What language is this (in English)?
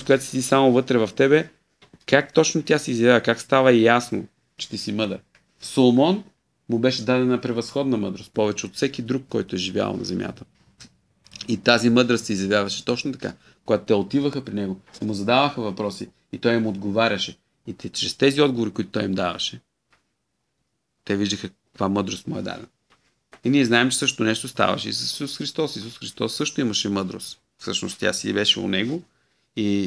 Bulgarian